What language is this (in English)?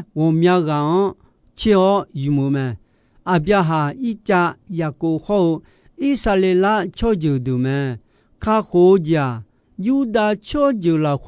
Akha